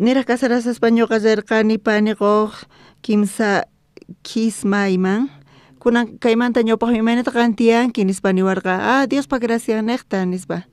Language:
South Bolivian Quechua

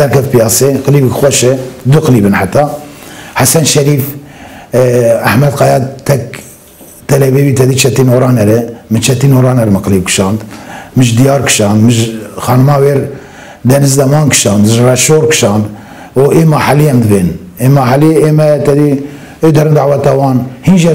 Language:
Kurdish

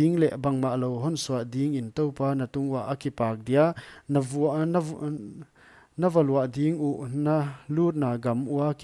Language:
Paite Chin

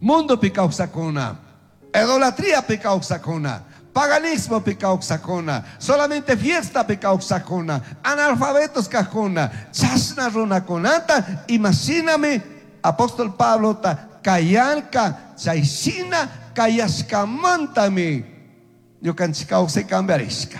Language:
Chimborazo Highland Quichua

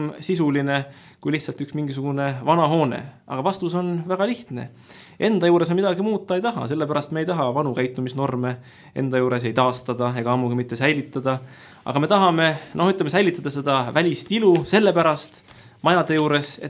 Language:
Estonian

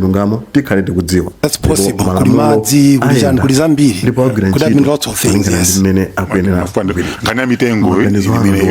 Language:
Nyanja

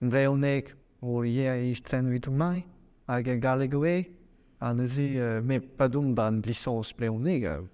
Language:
Breton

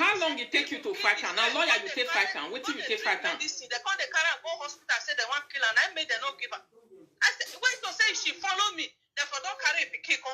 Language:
Nigerian Pidgin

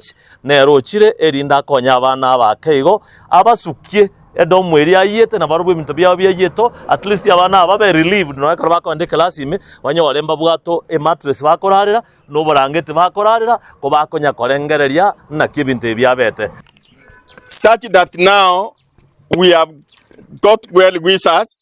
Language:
Gusii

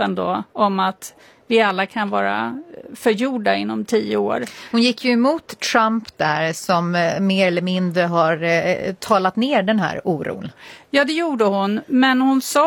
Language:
Swedish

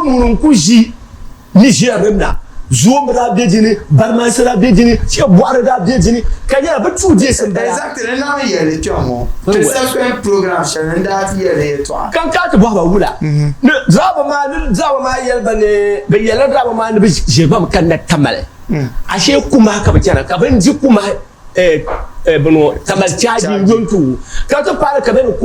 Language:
Dagbani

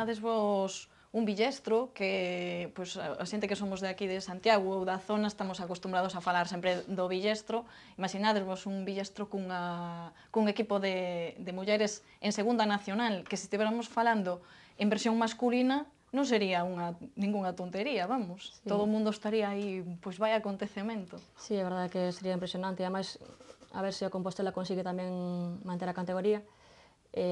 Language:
Galician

